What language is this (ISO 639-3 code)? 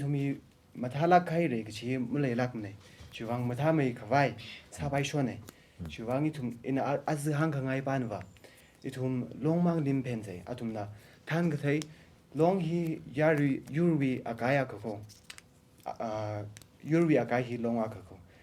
nmf